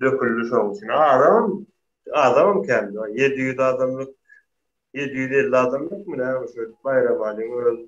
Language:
Turkmen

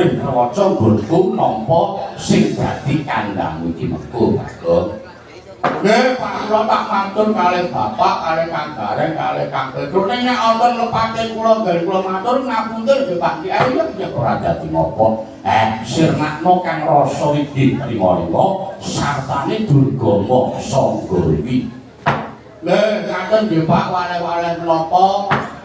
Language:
Javanese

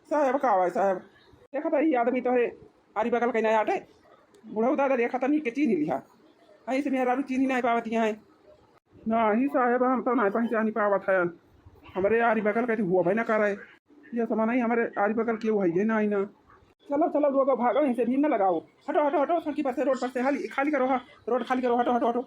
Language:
Awadhi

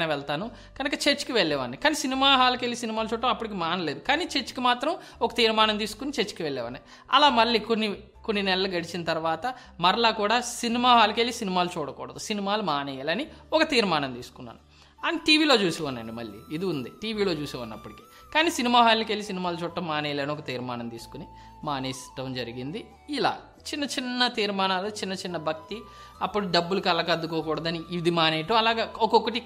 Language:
Telugu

